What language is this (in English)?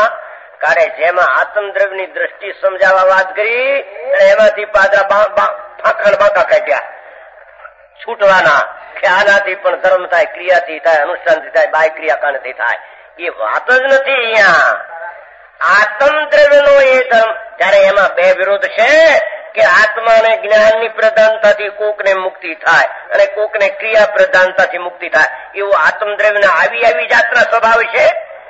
Gujarati